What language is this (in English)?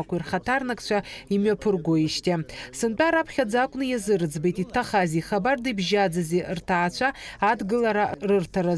Abkhazian